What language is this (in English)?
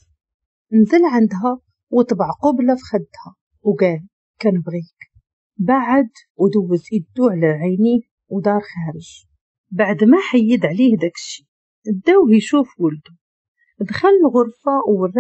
Moroccan Arabic